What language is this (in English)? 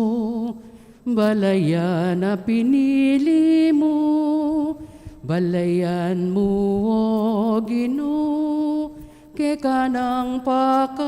Pampanga